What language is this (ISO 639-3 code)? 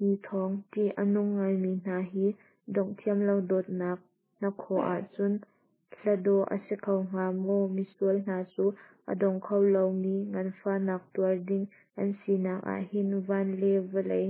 cnh